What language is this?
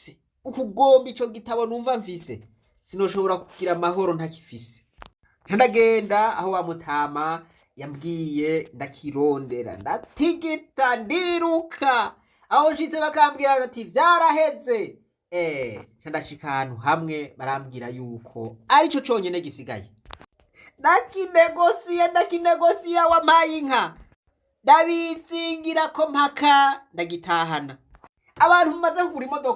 Rundi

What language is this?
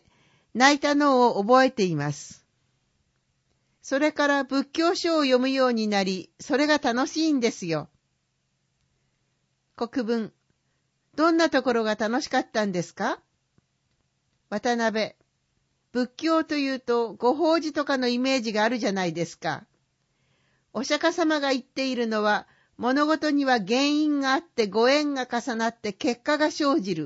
Japanese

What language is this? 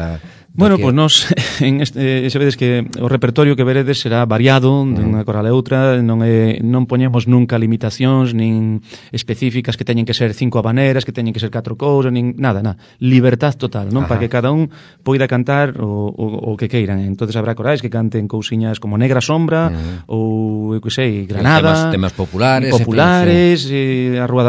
Galician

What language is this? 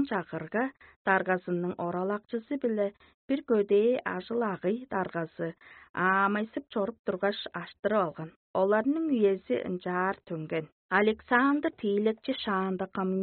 Tuvinian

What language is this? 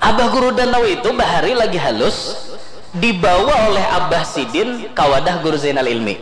Banjar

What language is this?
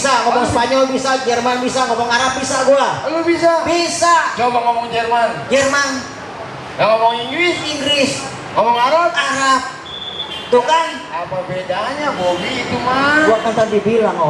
Betawi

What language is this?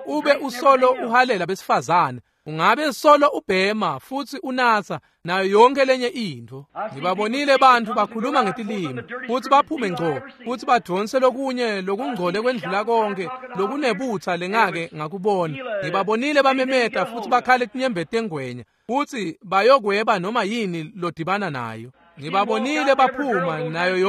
Swati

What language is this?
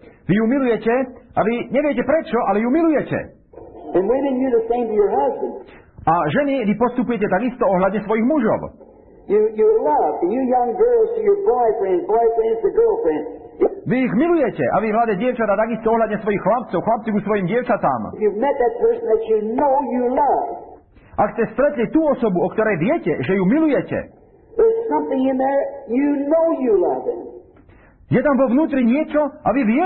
Slovak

